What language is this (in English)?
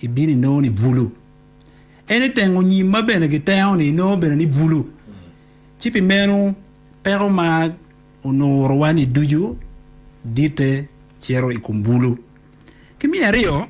Acoli